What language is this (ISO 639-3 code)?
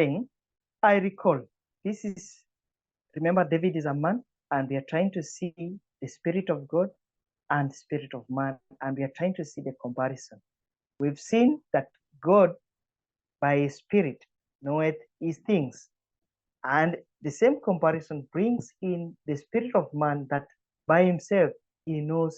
eng